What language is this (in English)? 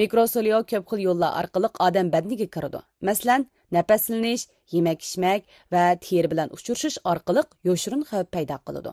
Uyghur